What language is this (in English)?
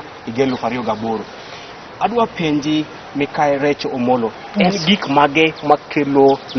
Luo (Kenya and Tanzania)